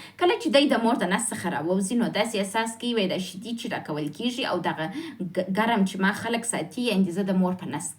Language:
Pashto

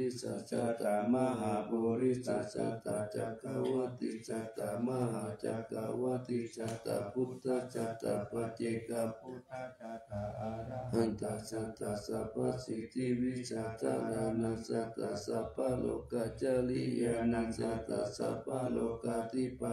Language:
Pali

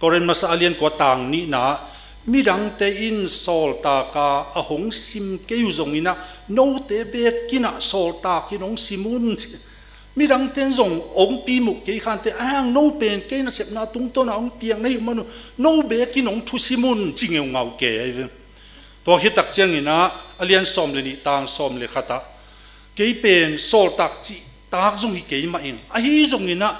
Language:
Tedim Chin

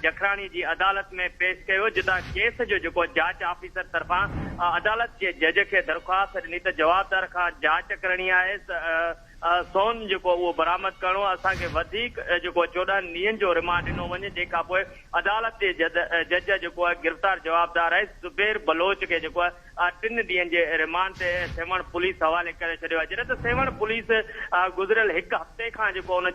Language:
Sindhi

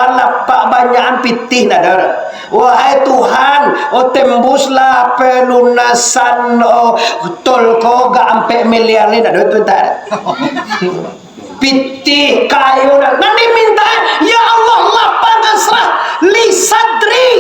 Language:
Minangkabau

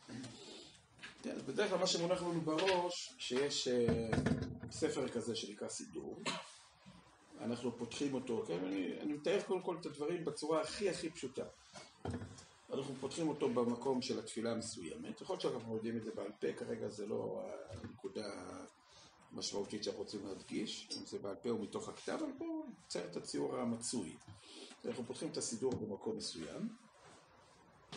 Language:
Hebrew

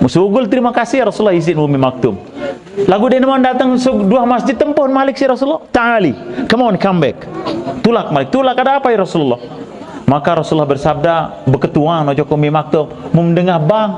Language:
Sasak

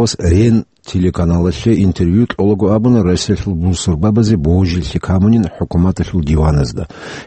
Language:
Avaric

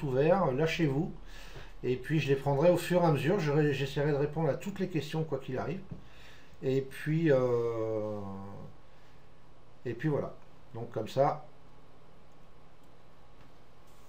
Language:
French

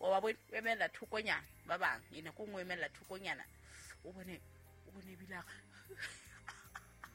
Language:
Southern Sotho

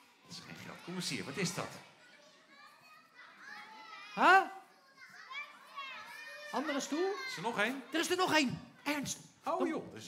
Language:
Dutch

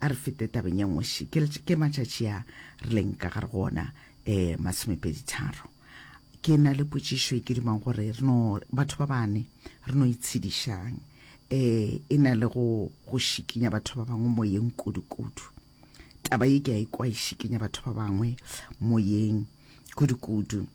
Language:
Northern Sotho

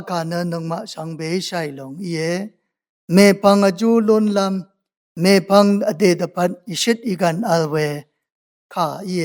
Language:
Rawang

